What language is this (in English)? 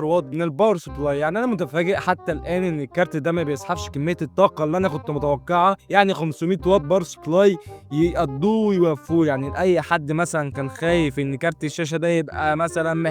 Egyptian Arabic